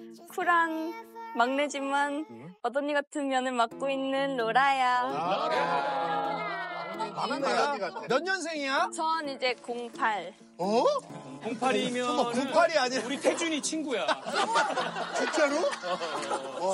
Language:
Korean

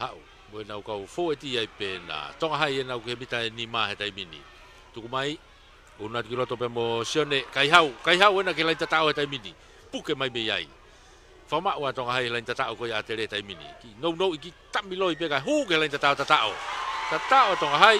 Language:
Tongan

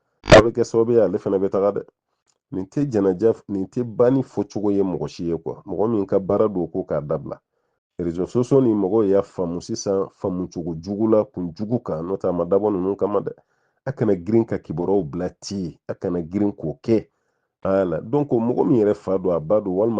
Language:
Bambara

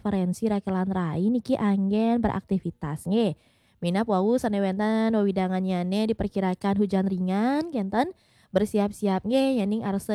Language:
Balinese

